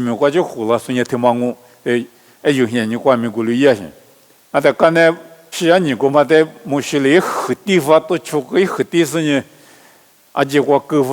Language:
Lisu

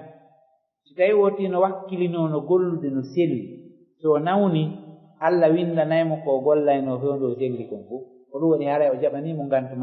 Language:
Fula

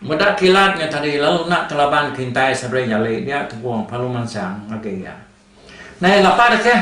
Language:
Iban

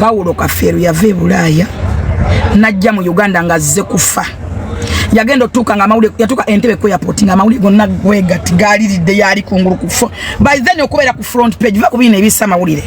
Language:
Ganda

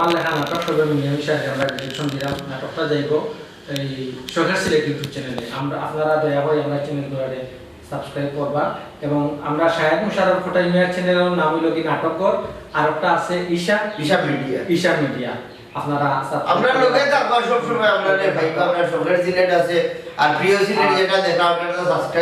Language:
Sylheti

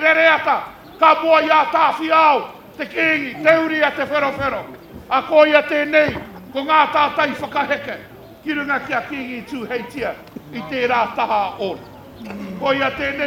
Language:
Māori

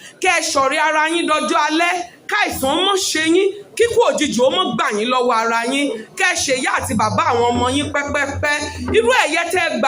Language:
Yoruba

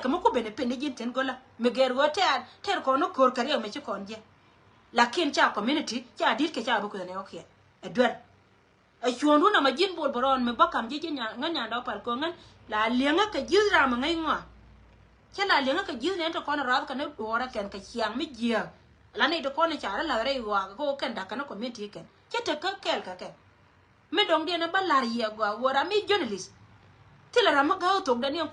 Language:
Nuer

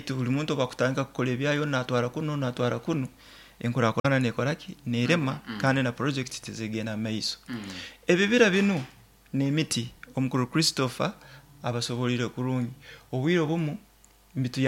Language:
Nyoro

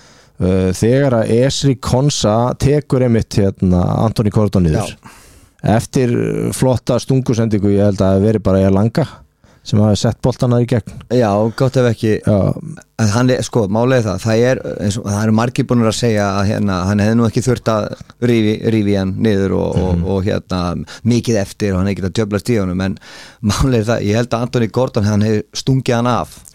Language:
Icelandic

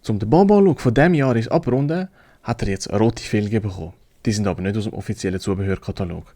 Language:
Swiss German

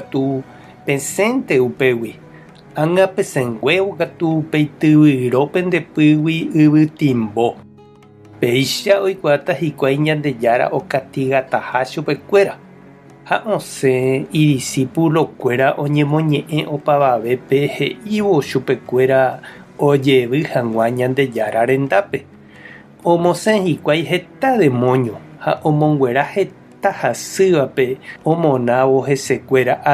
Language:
Guarani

